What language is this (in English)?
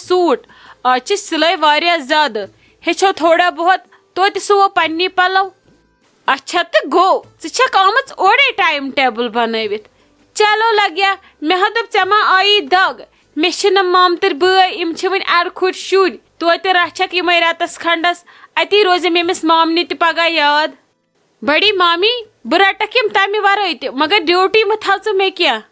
Kashmiri